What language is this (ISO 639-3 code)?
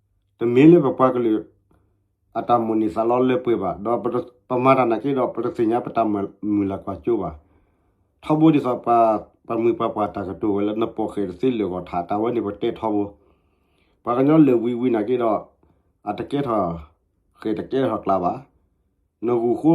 ksw